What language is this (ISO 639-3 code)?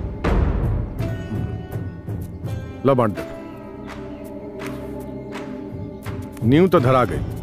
bho